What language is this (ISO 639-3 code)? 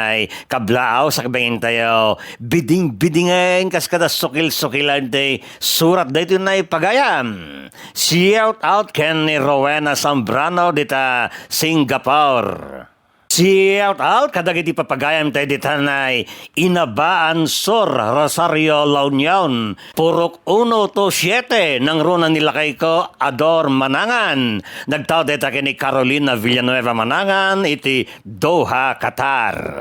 ilo